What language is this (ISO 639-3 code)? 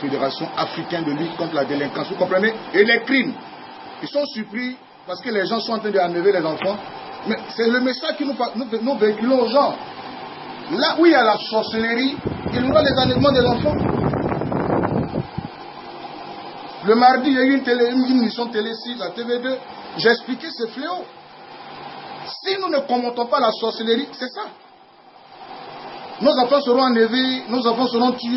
fra